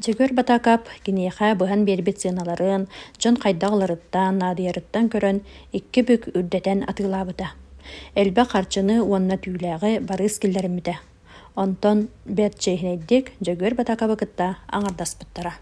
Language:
Yakut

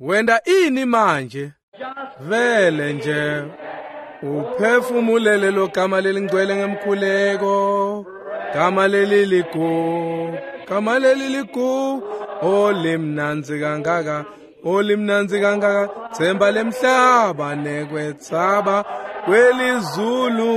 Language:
Swati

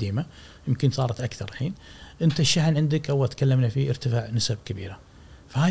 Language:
Gulf Arabic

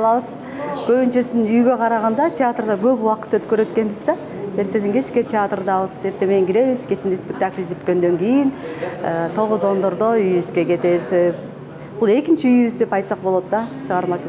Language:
Kyrgyz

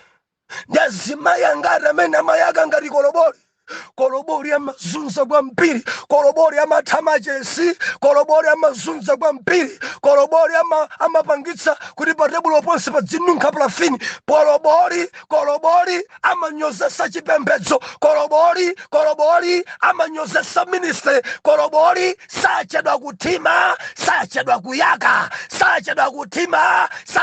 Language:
Nyanja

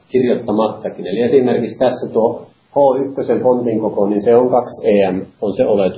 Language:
Finnish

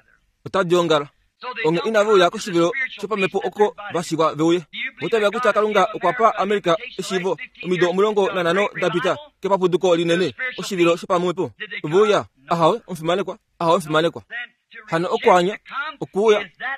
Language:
Kuanyama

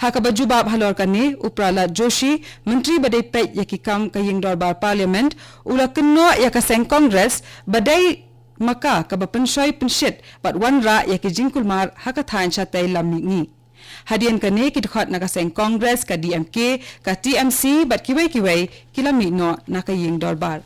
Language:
Khasi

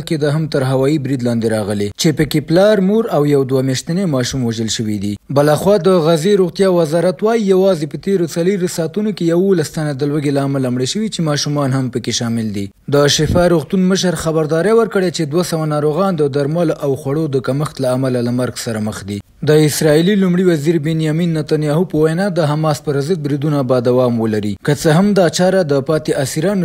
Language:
Pashto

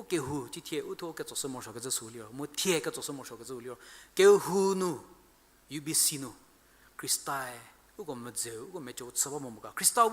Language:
Angami Naga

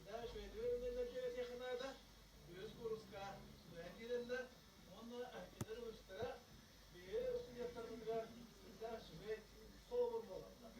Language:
Yakut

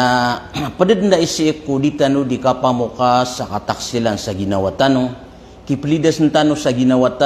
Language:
Maranao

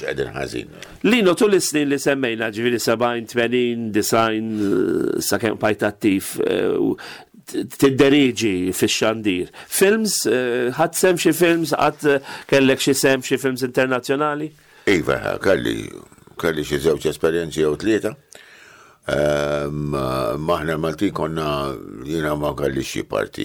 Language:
Maltese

